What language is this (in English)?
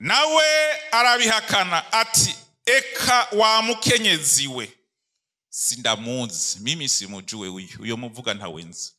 Rundi